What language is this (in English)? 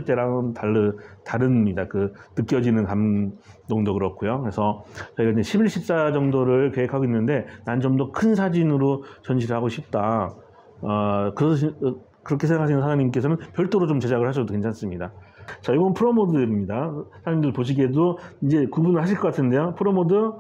Korean